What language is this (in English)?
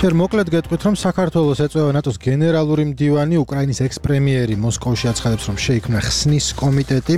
Georgian